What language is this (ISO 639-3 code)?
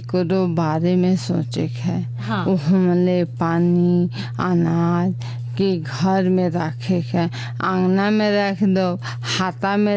bho